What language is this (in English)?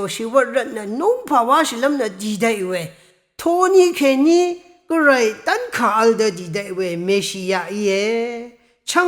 Rawang